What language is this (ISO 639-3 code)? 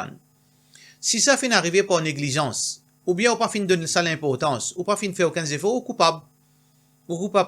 mfe